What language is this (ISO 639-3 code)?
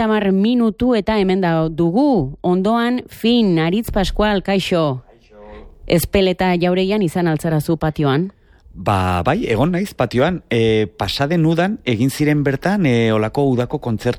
eus